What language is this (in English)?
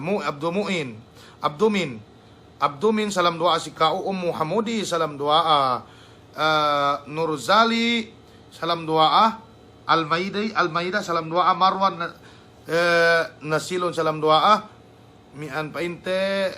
Yakan